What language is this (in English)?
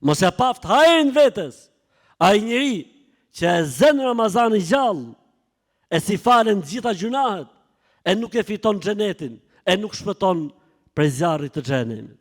Albanian